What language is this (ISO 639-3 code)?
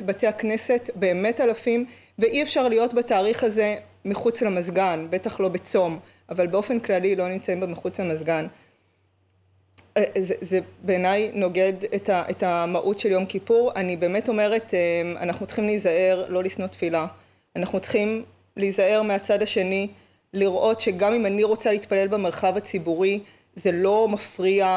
heb